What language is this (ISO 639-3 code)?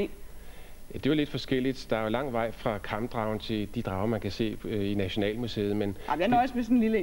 dan